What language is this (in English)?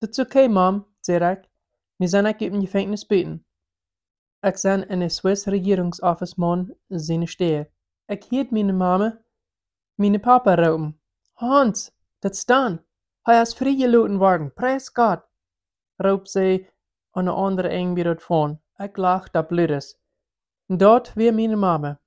Plautdietsch